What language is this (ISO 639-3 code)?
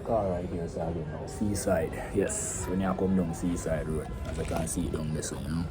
jam